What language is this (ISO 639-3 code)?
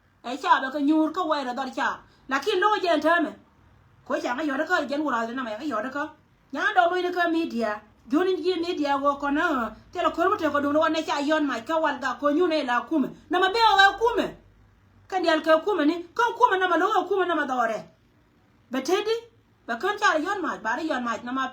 nus